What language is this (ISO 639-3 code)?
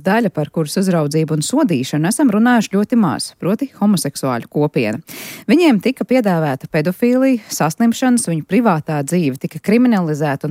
lav